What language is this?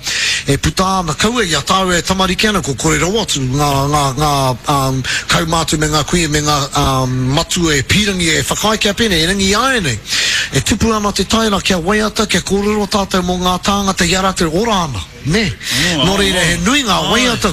Māori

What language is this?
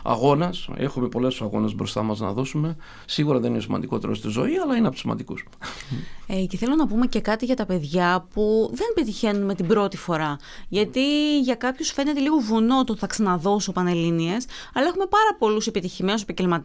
Greek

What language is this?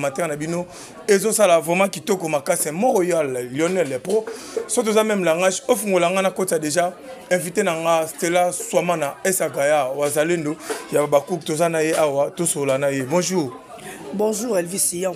Lingala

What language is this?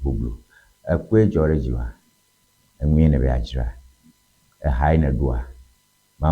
Ewe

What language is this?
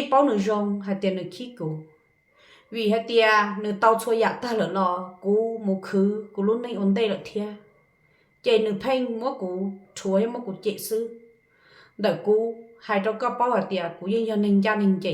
Hmong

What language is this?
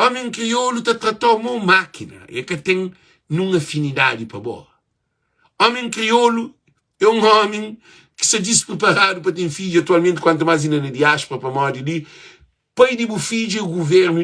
Kabuverdianu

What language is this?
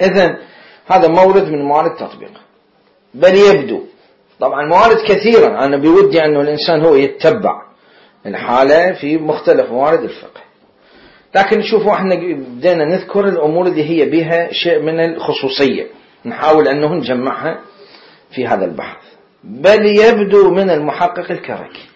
Mesopotamian Arabic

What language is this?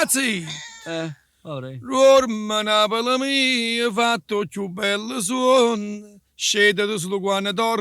Neapolitan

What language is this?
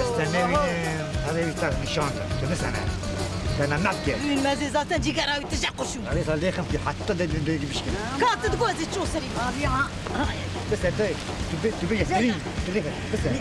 Kurdish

